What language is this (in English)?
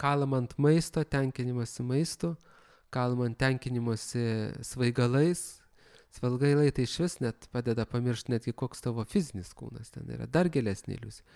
Lithuanian